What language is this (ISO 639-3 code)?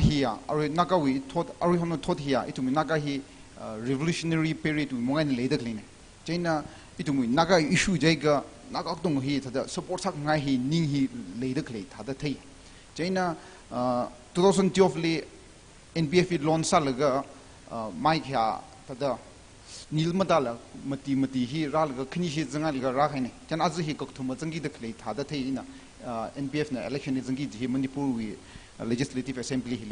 nmf